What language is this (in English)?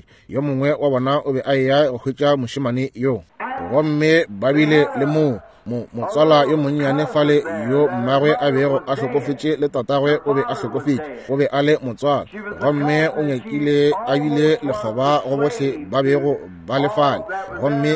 Northern Sotho